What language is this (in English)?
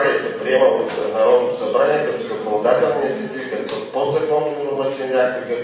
Bulgarian